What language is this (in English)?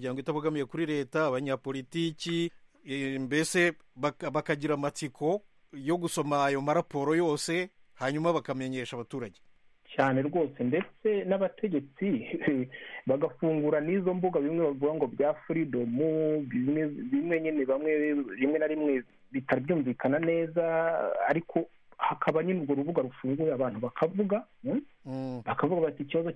Kinyarwanda